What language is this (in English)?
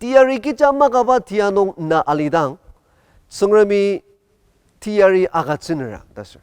Ao Naga